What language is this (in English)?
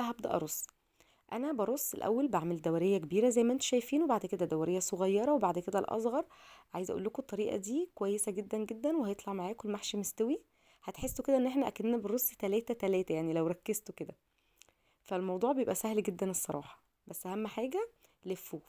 Egyptian Arabic